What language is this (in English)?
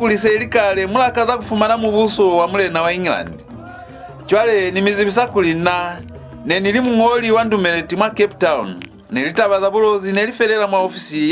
Lozi